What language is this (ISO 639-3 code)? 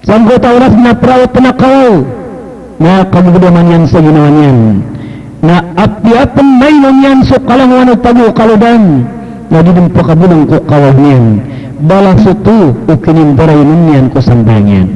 mrw